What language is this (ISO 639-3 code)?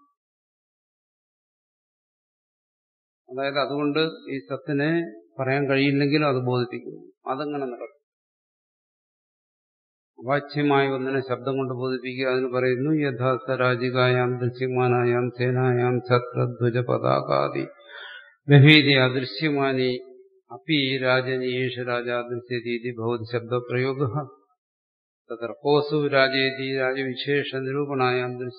mal